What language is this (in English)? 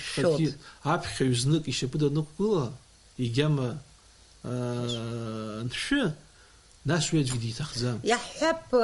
Abkhazian